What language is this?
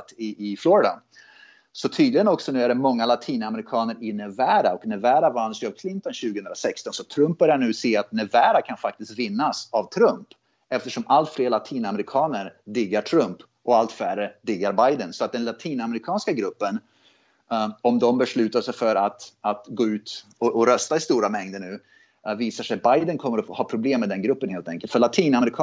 Swedish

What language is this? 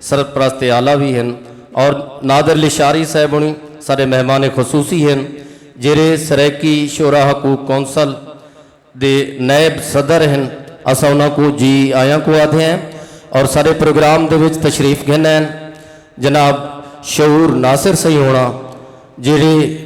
Saraiki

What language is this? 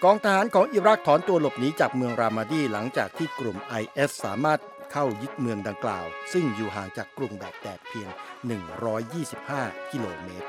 Thai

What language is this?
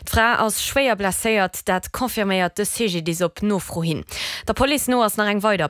Luxembourgish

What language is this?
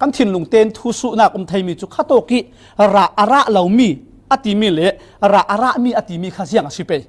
Falam Chin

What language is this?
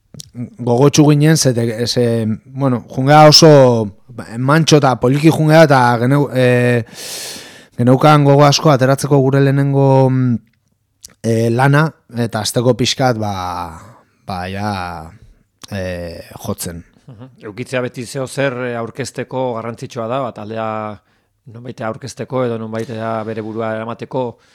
Basque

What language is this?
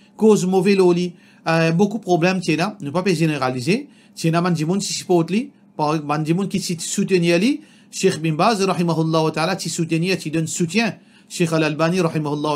Morisyen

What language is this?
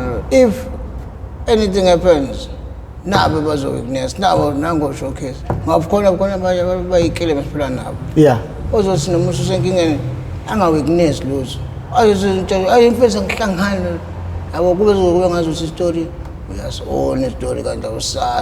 Zulu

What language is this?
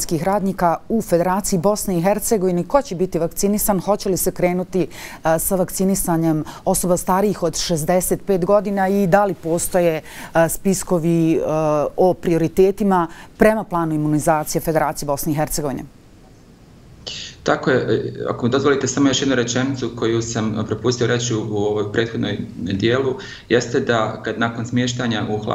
Bosnian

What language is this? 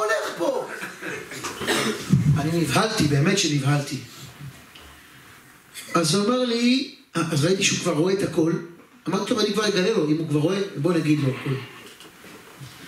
Hebrew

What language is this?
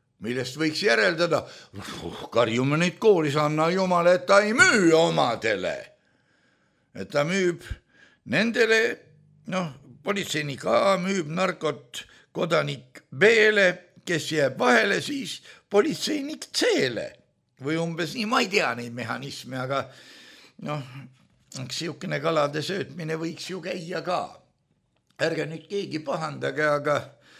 Estonian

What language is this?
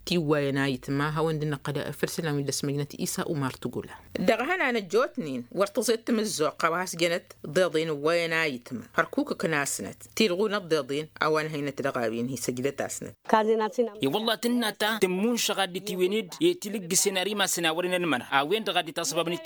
Tamasheq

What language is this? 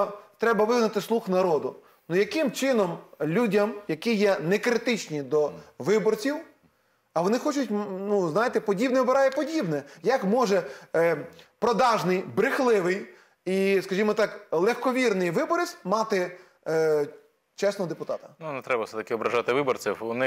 Ukrainian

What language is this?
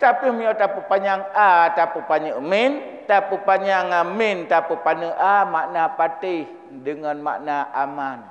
Achinese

